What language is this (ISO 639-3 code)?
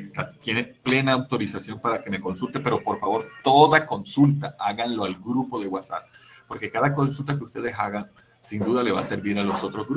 spa